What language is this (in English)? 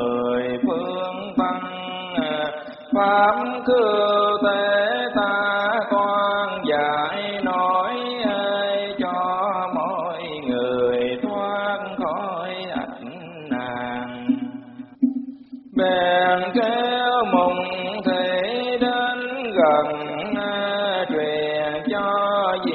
Vietnamese